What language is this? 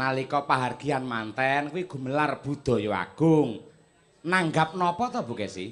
Javanese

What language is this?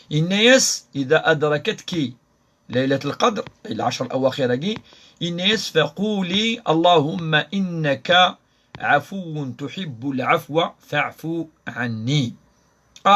Kabyle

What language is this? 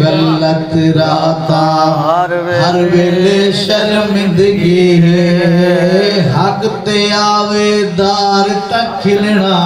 Saraiki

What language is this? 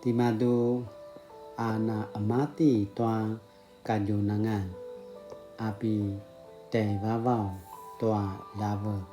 Paiwan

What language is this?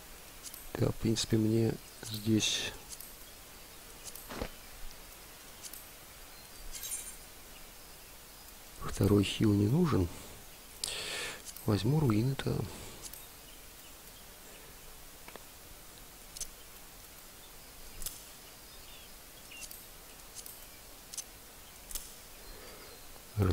Russian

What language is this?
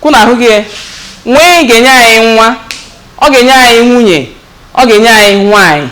Igbo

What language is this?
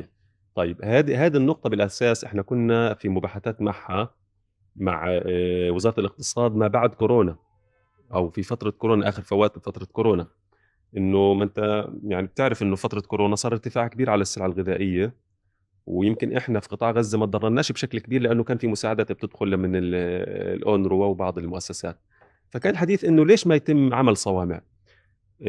North Levantine Arabic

